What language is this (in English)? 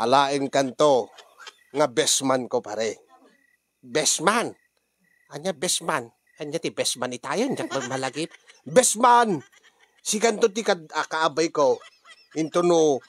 Iloko